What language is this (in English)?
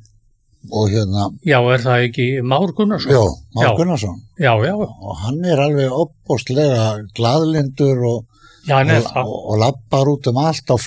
Icelandic